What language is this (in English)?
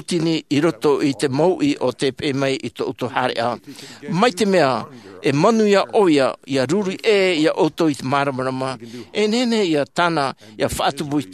Tahitian